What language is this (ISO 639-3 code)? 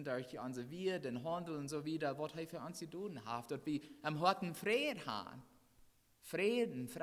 pdt